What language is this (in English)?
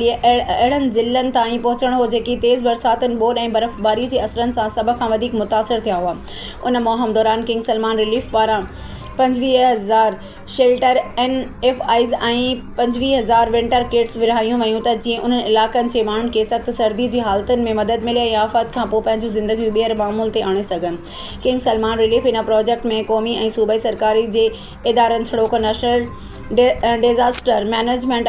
Sindhi